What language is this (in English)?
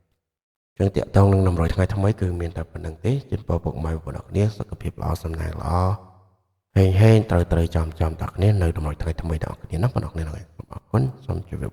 Khmer